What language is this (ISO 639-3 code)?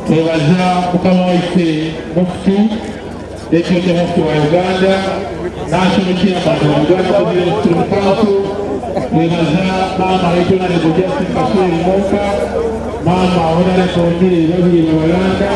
xog